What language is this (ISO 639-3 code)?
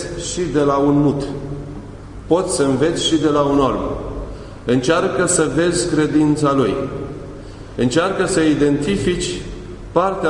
ron